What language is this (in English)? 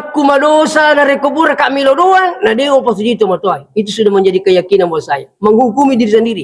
Buginese